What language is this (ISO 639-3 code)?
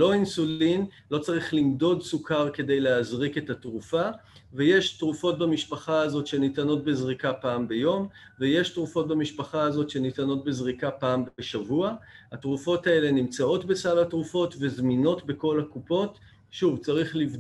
heb